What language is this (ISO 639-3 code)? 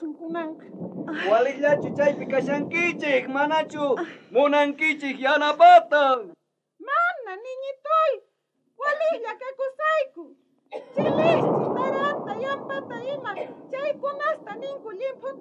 quh